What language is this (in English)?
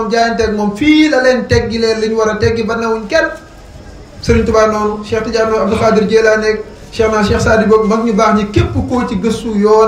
Wolof